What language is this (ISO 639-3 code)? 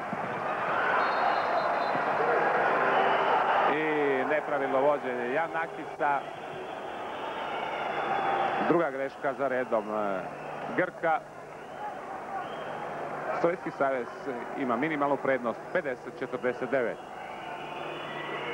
hrv